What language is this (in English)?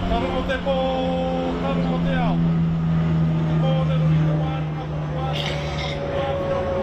Māori